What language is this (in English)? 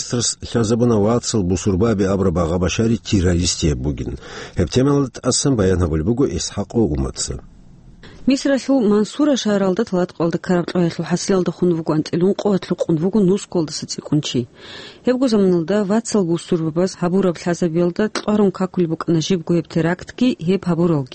Avaric